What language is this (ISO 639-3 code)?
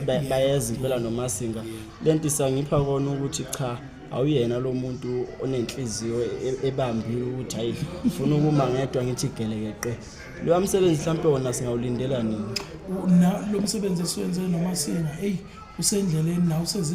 zul